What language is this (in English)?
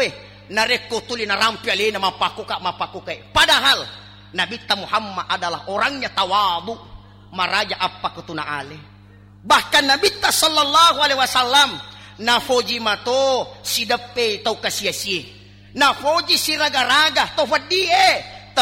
Buginese